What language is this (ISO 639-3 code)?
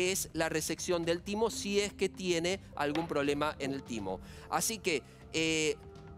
spa